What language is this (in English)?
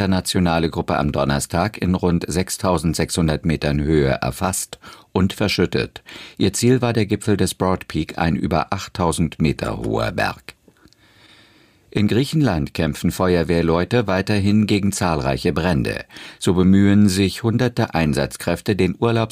German